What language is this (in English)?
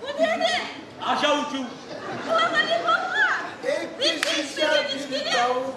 Kumyk